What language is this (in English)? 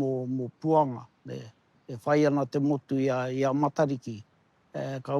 Māori